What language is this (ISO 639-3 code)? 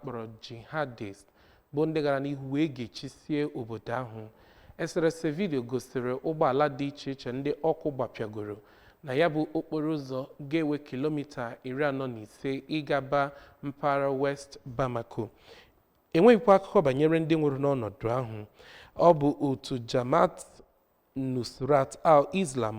ibo